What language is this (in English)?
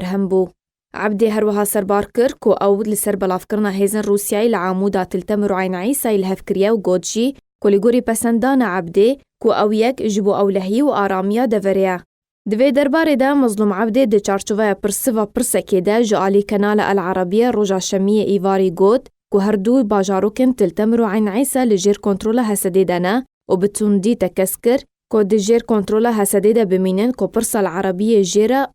Kurdish